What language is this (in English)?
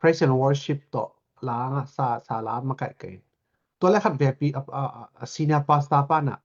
Tedim Chin